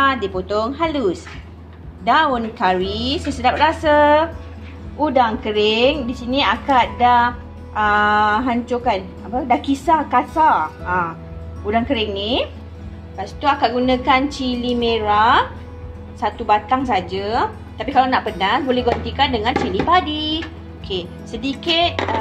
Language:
Malay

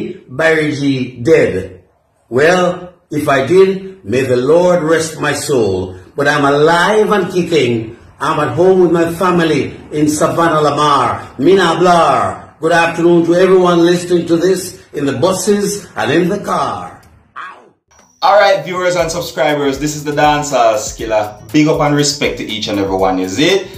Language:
Jamaican Creole English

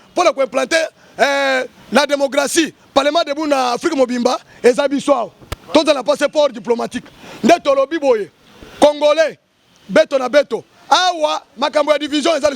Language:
Lingala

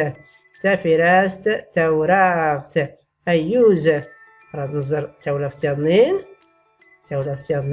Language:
Tachelhit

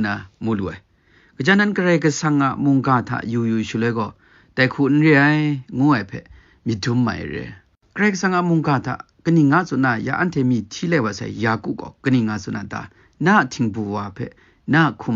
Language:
Kachin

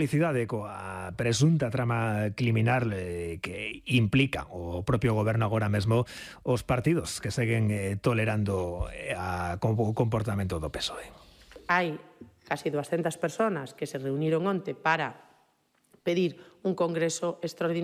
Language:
Galician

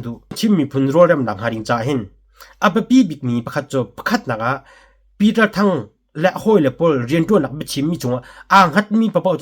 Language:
Hakha Chin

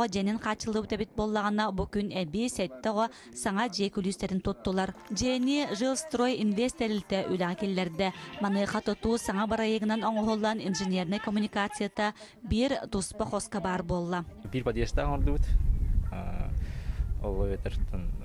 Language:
Yakut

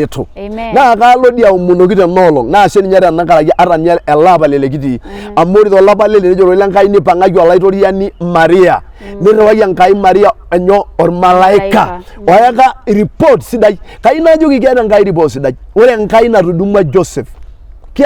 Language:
Masai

